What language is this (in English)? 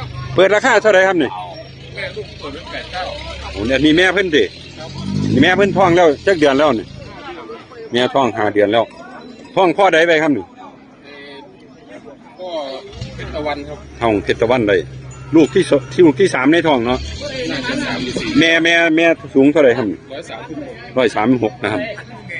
Northeastern Thai